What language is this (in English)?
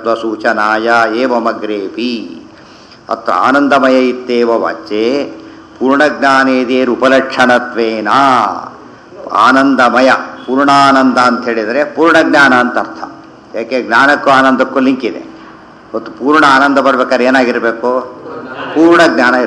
Kannada